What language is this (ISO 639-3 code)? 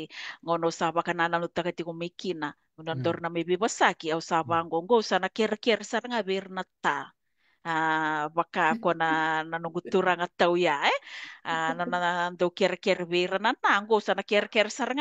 fij